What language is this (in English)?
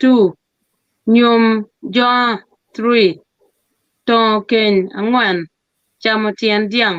Acoli